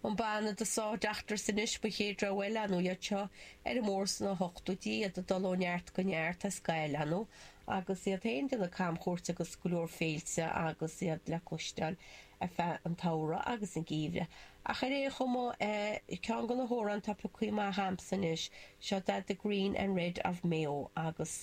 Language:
Irish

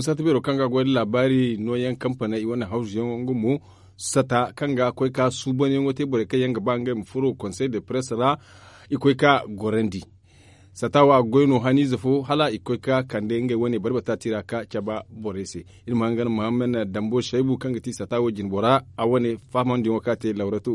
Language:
Zarma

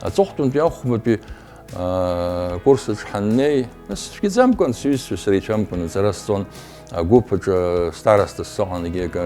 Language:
Abkhazian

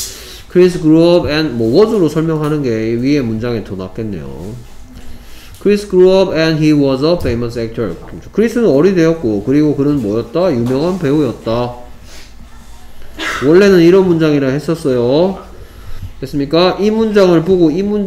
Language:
Korean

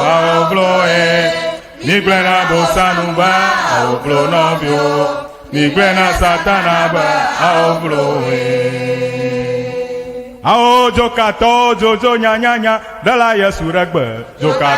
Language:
Ewe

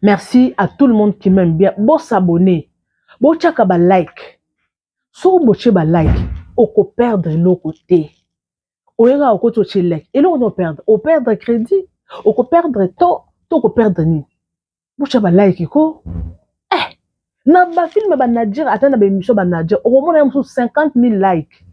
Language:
Lingala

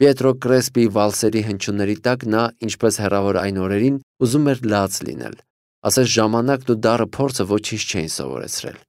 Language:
Armenian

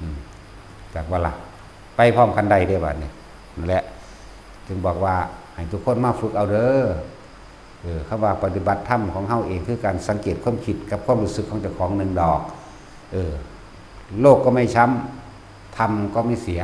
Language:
Northeastern Thai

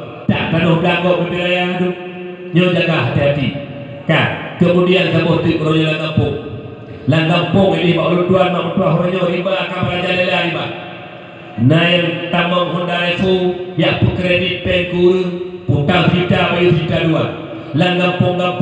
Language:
Achinese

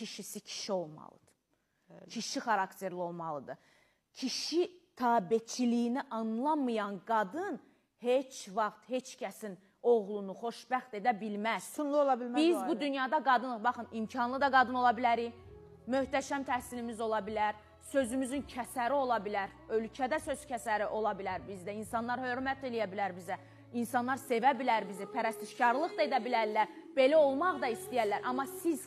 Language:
Azerbaijani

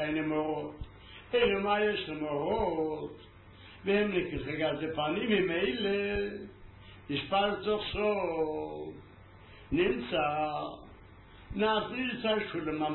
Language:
Hebrew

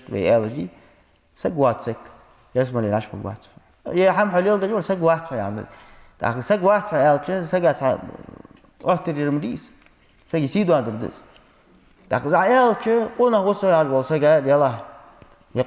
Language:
Ingush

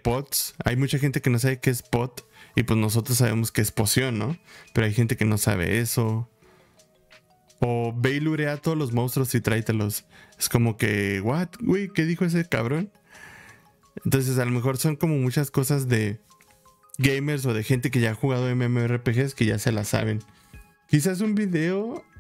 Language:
Spanish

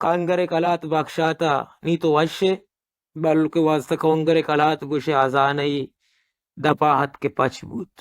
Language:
Baluchi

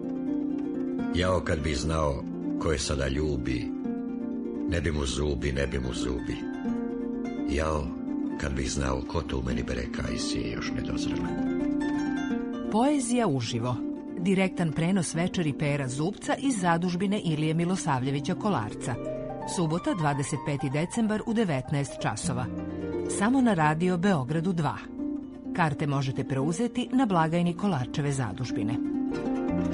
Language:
Serbian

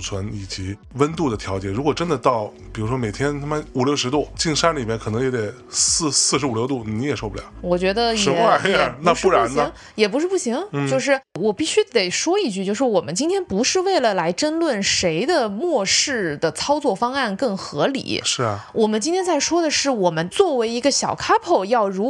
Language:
Chinese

